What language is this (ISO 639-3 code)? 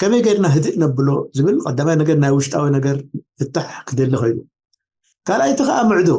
tir